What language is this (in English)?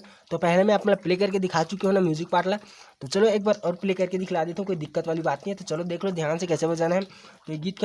Chhattisgarhi